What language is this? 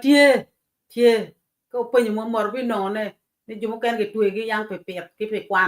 Acoli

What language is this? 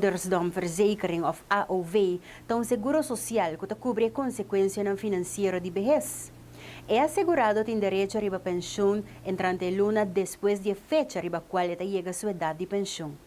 Papiamento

